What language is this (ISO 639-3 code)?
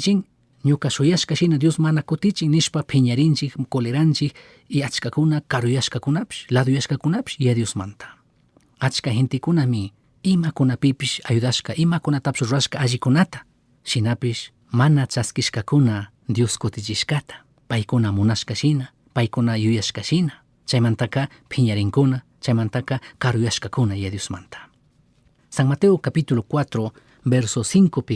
qug